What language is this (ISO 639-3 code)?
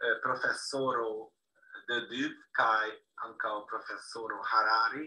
epo